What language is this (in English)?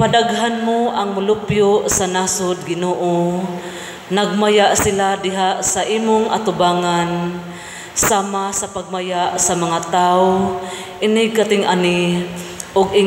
Cebuano